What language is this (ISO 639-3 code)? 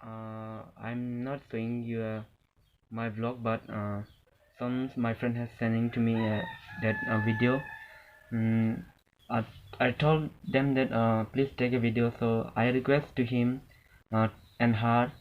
mjw